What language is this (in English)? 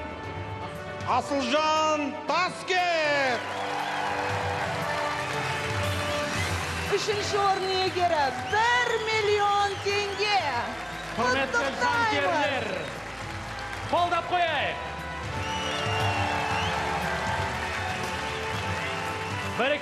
Kazakh